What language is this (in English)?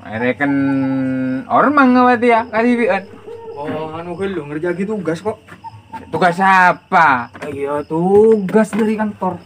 Madurese